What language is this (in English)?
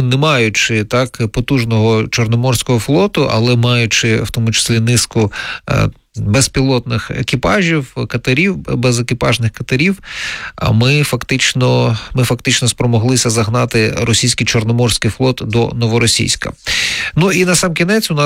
Ukrainian